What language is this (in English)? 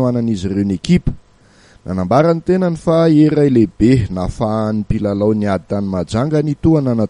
Malagasy